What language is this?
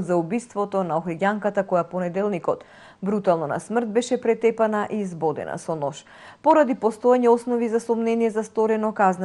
Macedonian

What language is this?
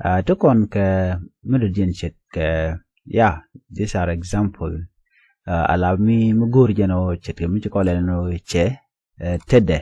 Nuer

